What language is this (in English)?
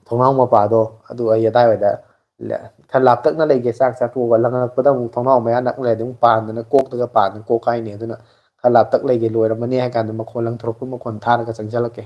Manipuri